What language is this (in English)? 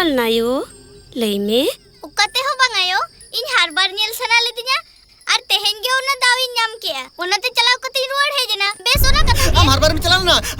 Santali